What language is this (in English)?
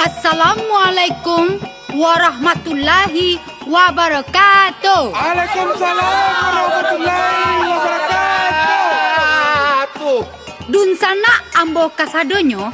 Minangkabau